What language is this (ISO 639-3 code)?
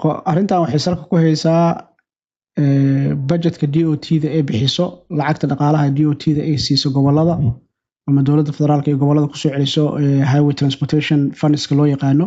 som